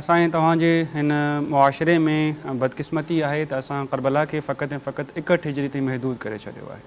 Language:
Sindhi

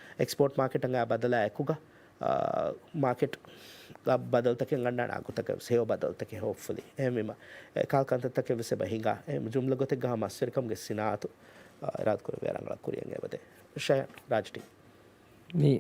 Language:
Divehi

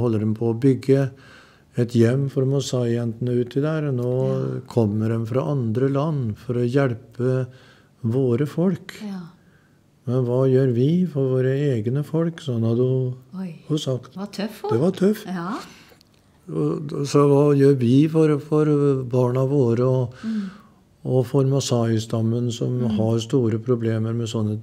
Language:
Norwegian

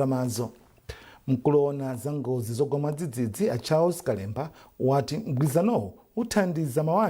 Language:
Nyanja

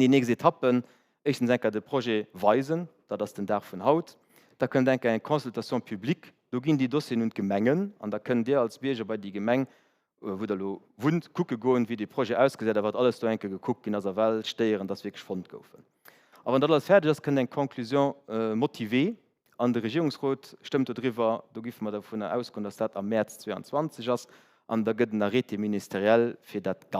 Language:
Luxembourgish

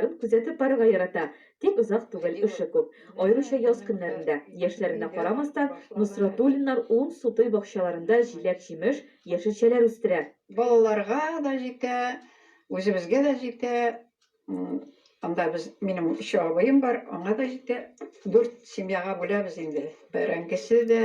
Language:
Tatar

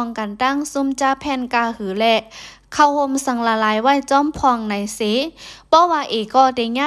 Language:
Shan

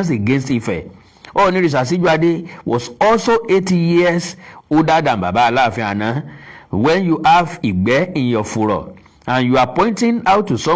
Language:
Yoruba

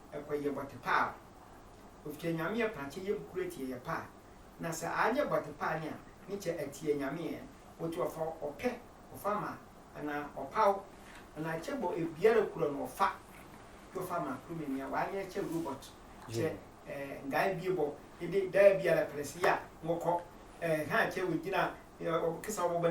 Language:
Sehwi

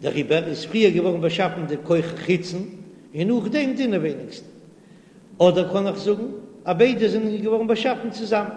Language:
Yiddish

